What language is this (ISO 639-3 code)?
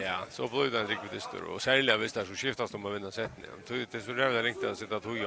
fao